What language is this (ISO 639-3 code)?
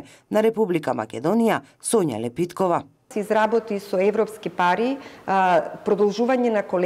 mkd